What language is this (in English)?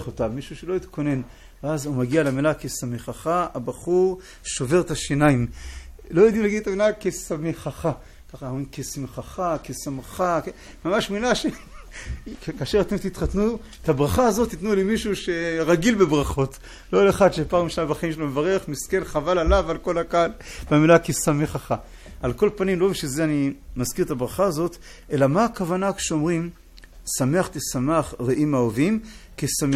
Hebrew